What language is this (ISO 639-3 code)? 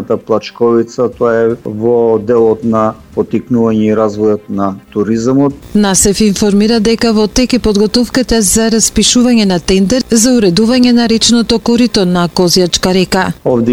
mkd